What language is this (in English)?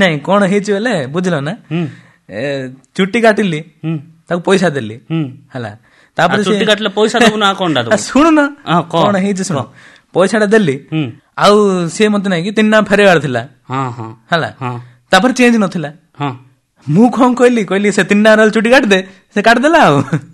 Odia